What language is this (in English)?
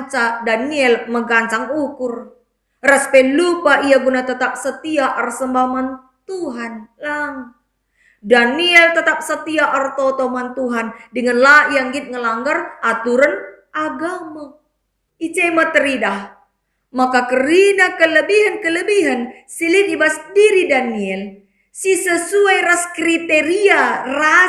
Batak Karo